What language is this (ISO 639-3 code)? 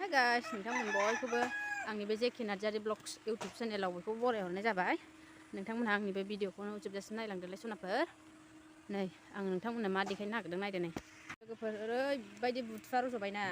brx